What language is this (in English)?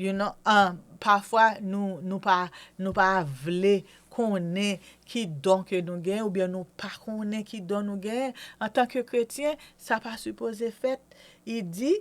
Haitian Creole